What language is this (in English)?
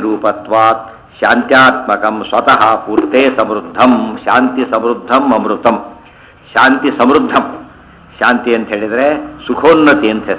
Kannada